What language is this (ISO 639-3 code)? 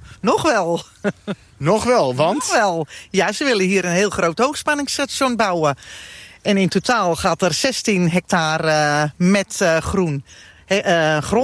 nld